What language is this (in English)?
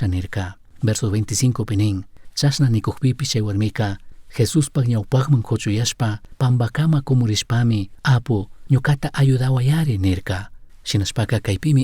Chimborazo Highland Quichua